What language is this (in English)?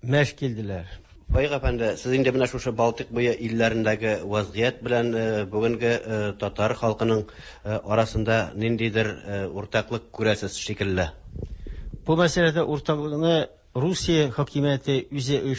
Tatar